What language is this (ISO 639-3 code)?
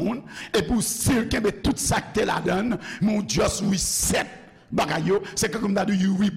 hat